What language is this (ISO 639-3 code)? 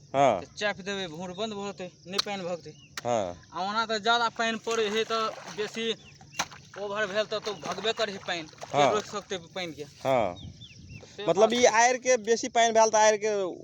mag